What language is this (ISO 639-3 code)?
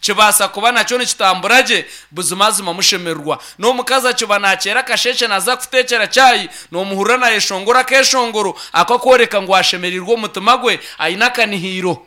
nyn